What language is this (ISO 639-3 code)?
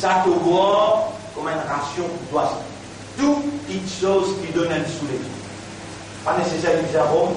mfe